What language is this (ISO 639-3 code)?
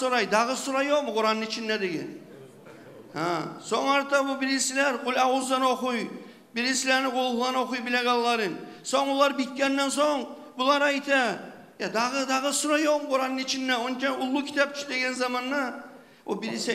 kum